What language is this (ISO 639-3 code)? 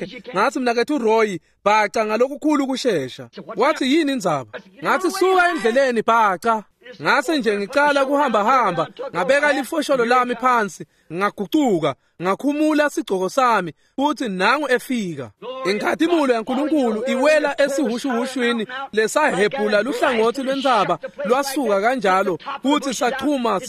ssw